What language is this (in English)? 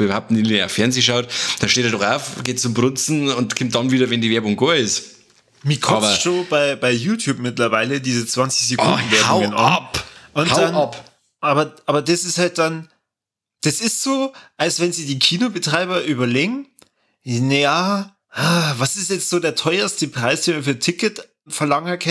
Bavarian